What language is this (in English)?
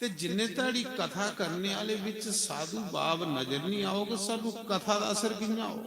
Dogri